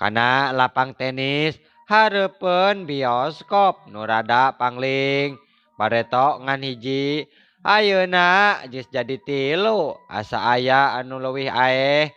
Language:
Sundanese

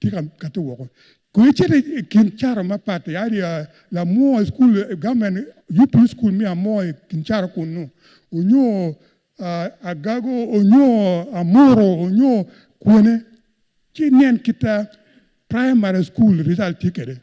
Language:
Acoli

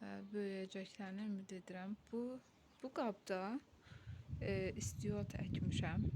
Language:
Azerbaijani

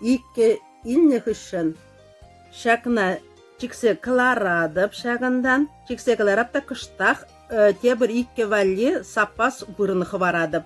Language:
Chuvash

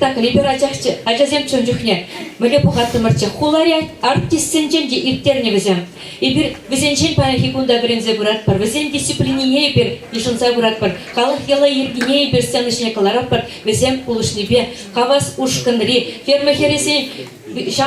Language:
Chuvash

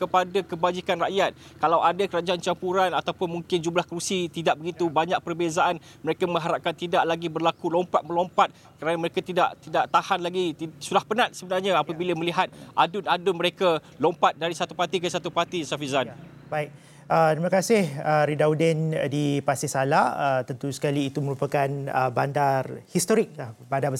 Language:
Malay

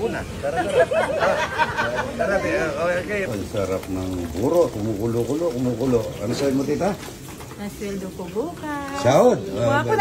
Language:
Filipino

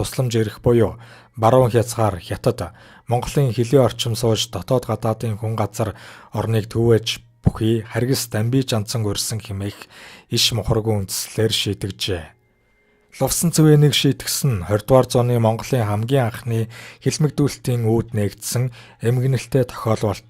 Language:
Mongolian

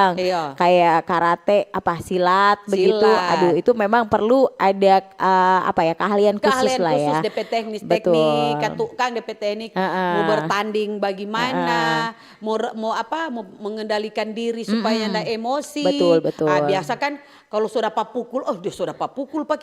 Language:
Manado Malay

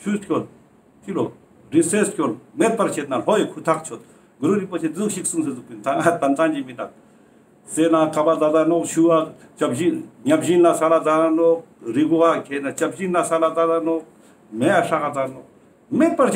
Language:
Ladakhi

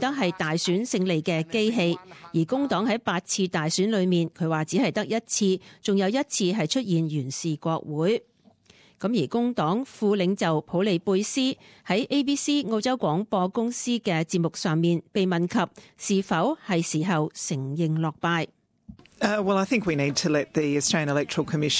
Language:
Cantonese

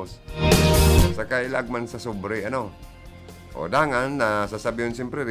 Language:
Bikol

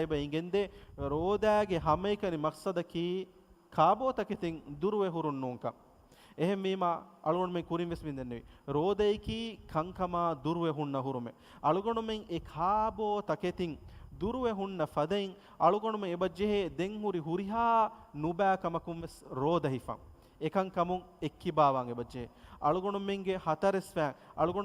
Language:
Divehi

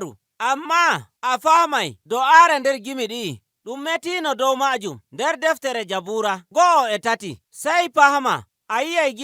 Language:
Nigerian Fulfulde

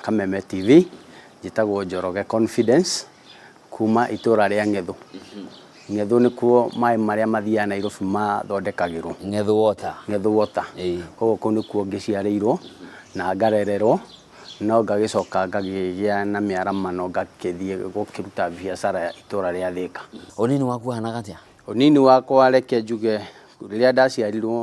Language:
Kikuyu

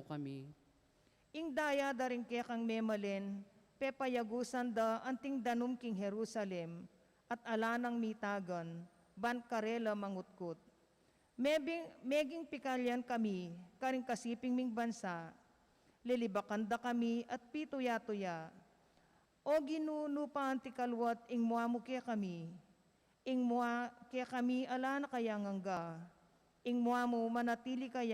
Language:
Pampanga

